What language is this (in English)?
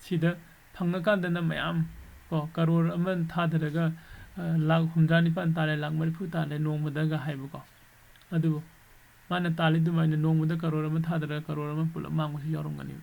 Manipuri